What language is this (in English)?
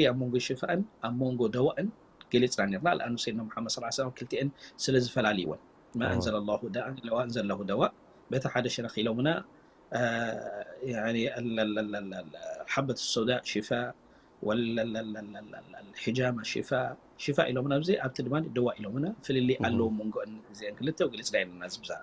Tigrinya